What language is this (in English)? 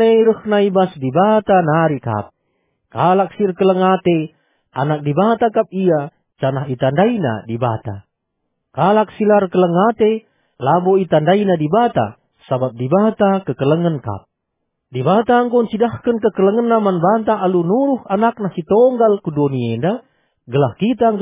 Batak Karo